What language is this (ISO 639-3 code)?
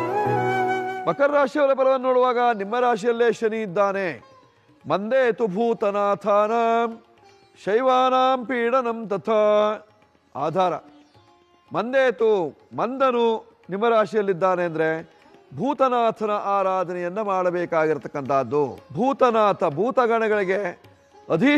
kan